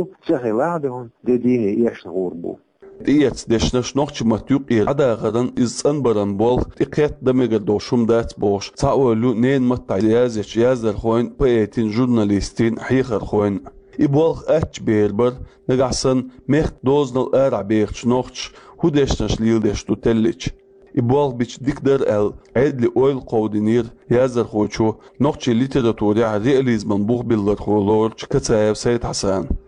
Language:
Chechen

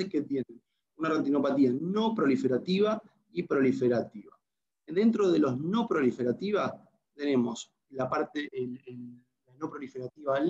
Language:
Spanish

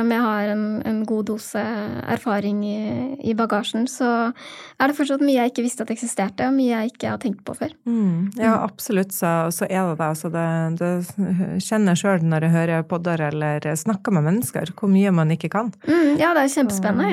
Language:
Norwegian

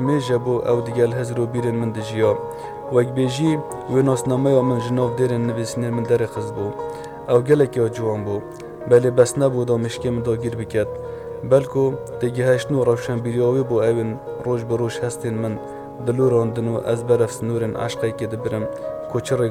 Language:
Kurdish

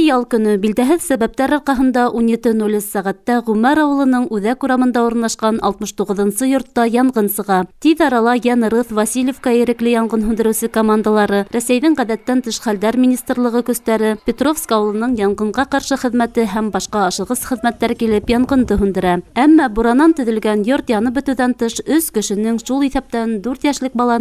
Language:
Bashkir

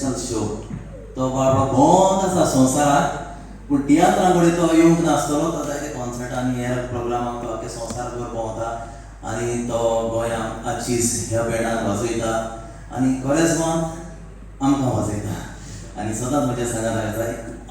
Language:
Konkani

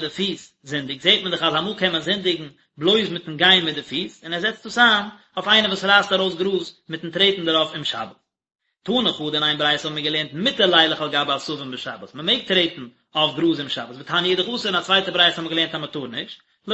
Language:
Yiddish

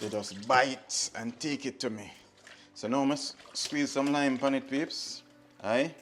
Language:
Jamaican Creole English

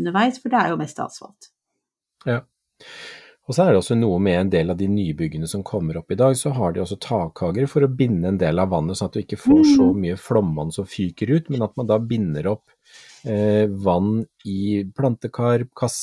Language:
Norwegian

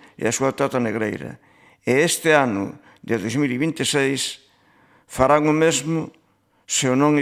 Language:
Galician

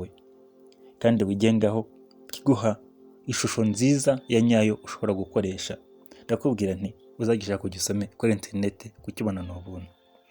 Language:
Kinyarwanda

